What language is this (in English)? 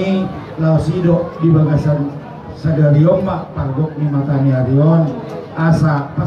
Batak Toba